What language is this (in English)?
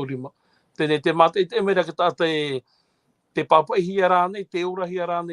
Tahitian